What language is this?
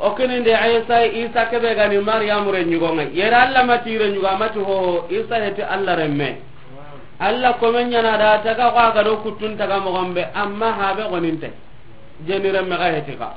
Soninke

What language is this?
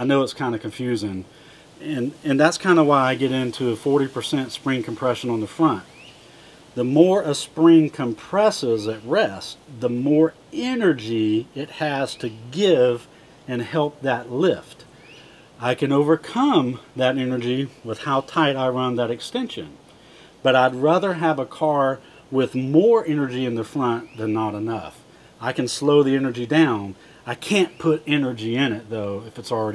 English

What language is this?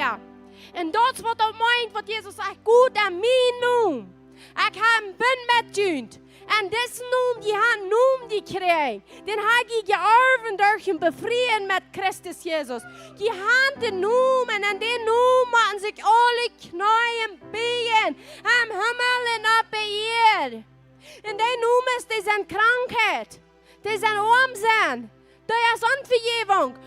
Plautdietsch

